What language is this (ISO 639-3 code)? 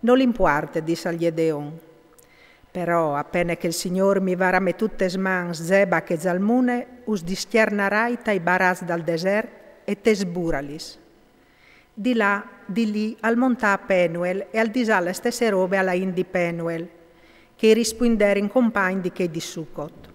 fur